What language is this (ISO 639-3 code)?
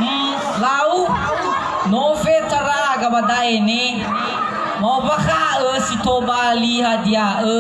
nia